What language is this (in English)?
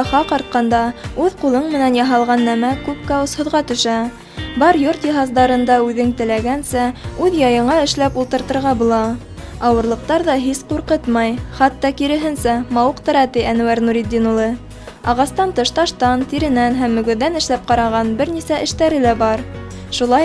Bashkir